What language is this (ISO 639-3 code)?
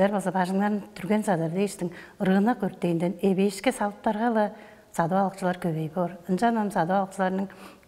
tyv